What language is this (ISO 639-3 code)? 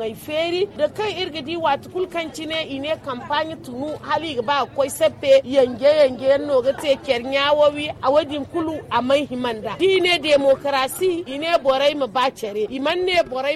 dje